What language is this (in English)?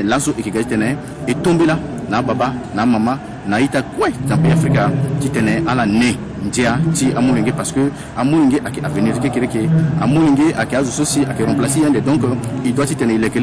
Sango